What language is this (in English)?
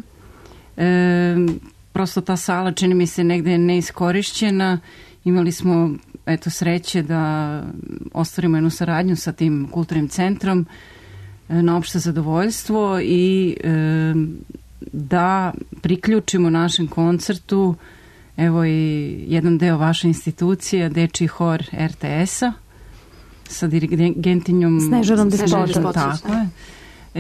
Serbian